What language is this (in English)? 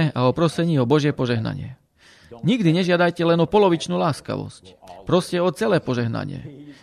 Slovak